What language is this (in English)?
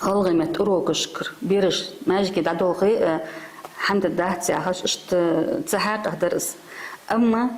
Ingush